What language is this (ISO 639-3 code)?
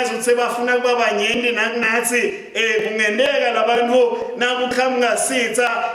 ssw